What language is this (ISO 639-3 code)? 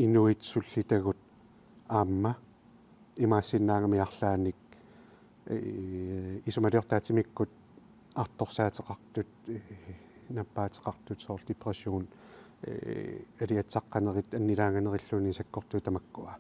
kal